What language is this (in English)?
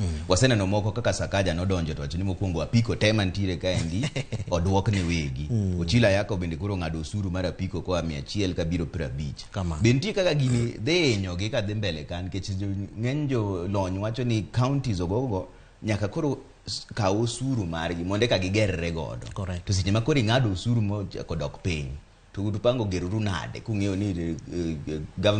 Luo (Kenya and Tanzania)